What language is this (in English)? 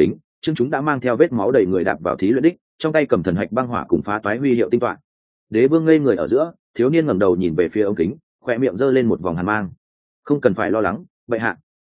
Vietnamese